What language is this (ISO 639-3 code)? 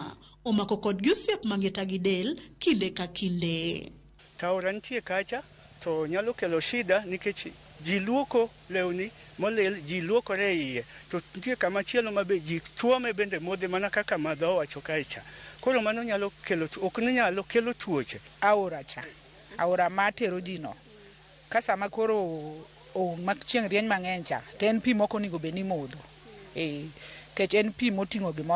luo